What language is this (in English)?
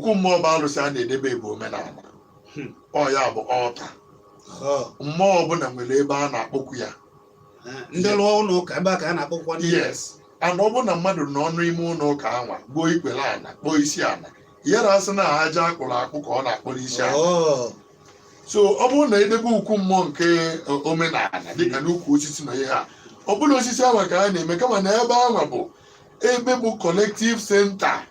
Igbo